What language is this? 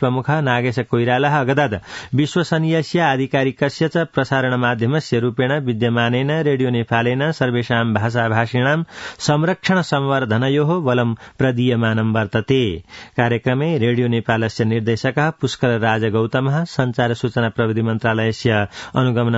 Sanskrit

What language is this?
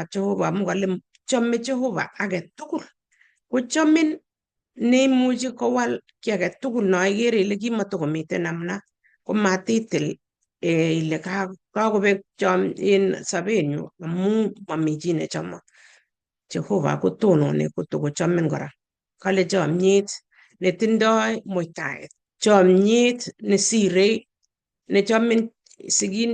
Kalenjin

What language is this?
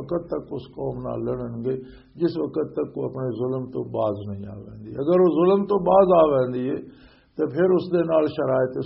Western Panjabi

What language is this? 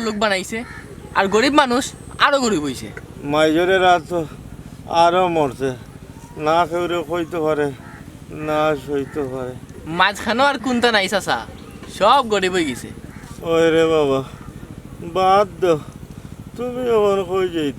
Sylheti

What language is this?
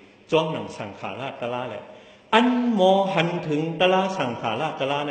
Shan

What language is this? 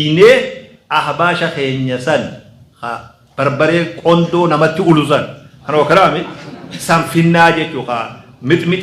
Oromo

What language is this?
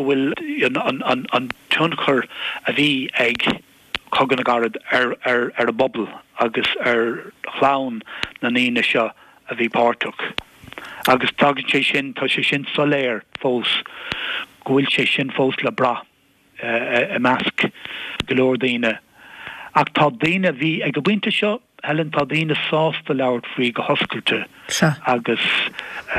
Irish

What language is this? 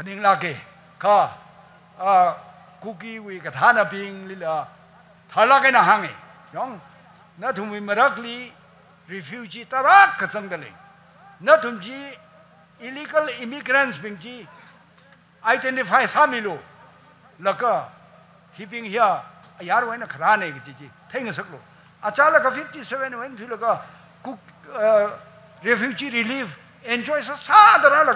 Tangkhul Naga (India)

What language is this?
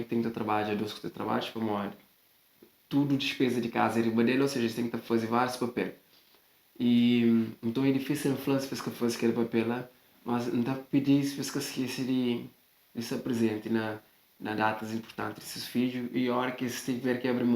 Kabuverdianu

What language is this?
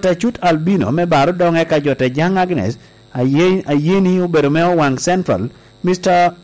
Lango (Uganda)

